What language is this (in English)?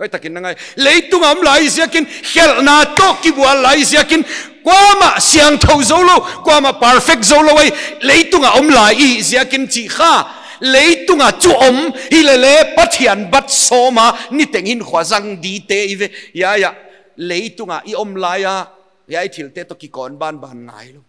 Paite Chin